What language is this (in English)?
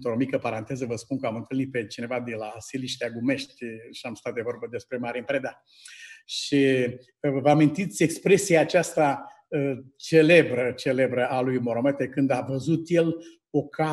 Romanian